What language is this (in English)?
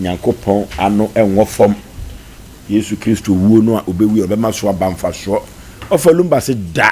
Akan